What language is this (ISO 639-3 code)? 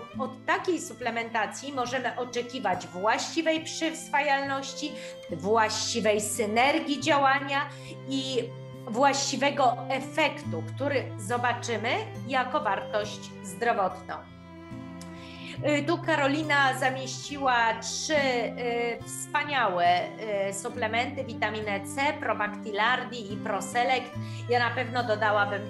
pol